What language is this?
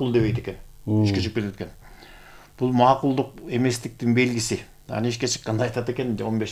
Kyrgyz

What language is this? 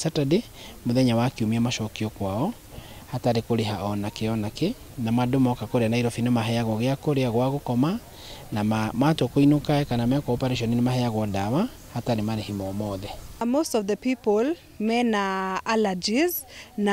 Kikuyu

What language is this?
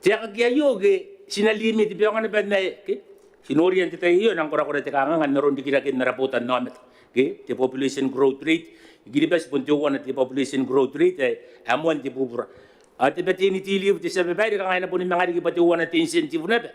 Gilbertese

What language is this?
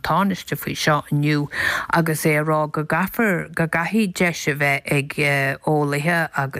Irish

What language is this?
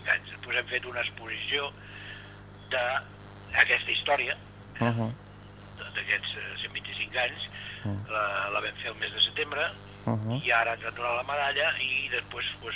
Catalan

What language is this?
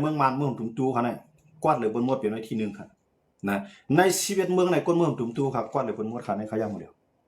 Shan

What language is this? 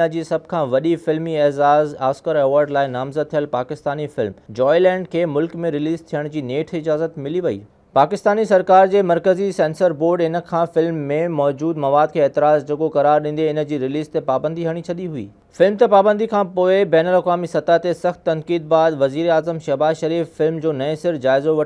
Sindhi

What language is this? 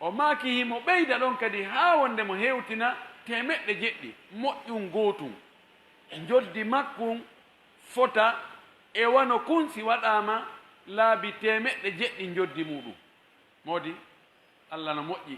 Pular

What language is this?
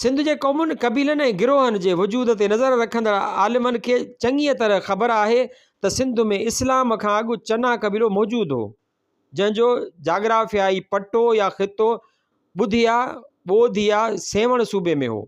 Sindhi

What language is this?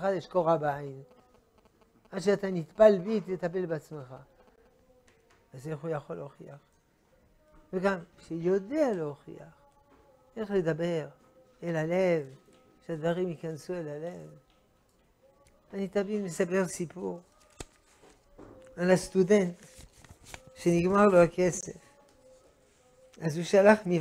Hebrew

